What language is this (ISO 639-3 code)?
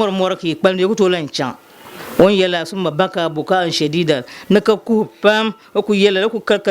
dag